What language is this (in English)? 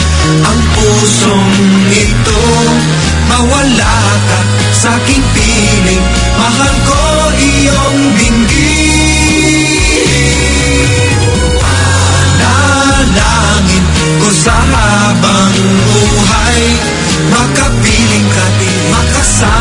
Filipino